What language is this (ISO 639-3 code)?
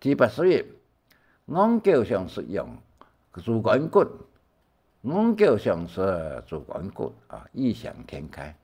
hak